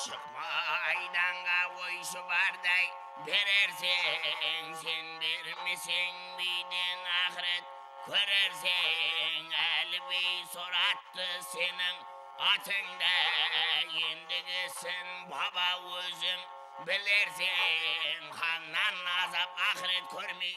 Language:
Kara-Kalpak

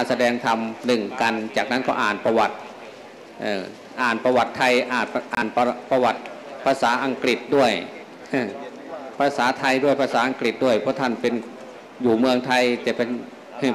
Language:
Thai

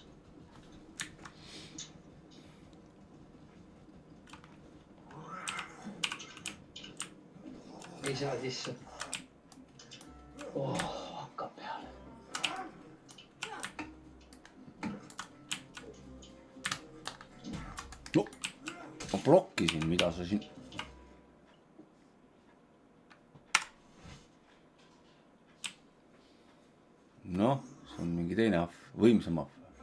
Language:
Estonian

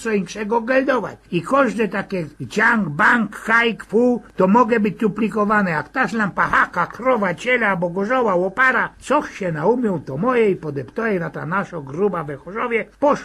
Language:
Silesian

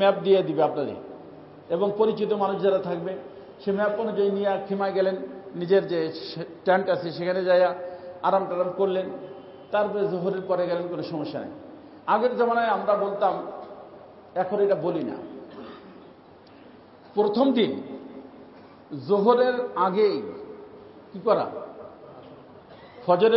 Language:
Bangla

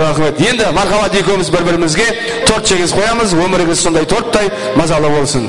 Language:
Kara-Kalpak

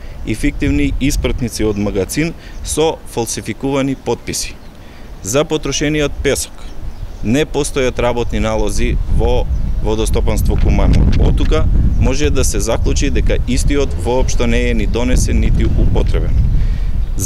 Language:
Macedonian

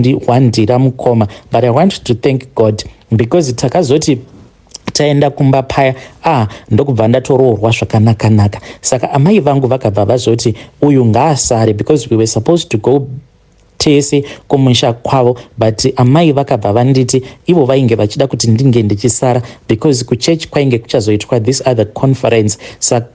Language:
Shona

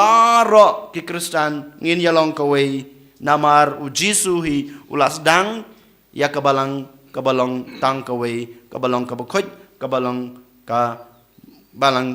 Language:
Khasi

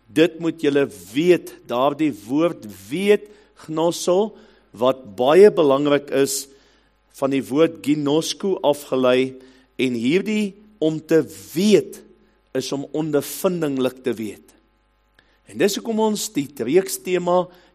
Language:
Afrikaans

